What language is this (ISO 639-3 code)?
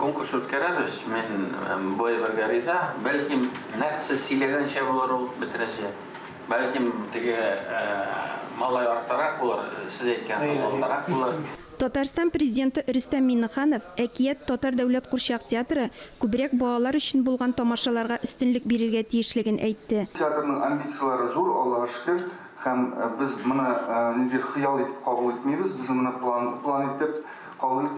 tat